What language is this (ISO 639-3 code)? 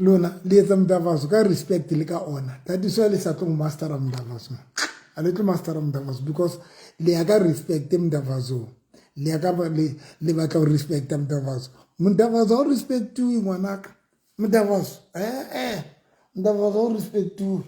sot